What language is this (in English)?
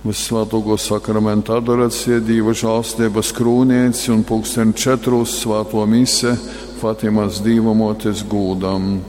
Latgalian